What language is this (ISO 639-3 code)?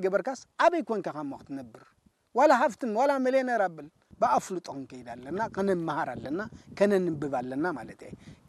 tir